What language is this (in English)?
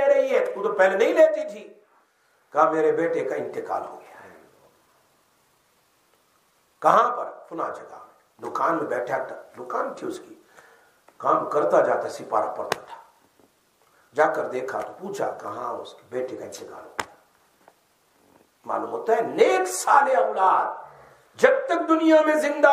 Urdu